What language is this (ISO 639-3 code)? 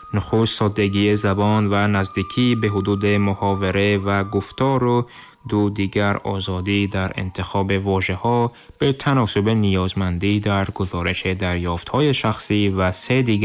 tgk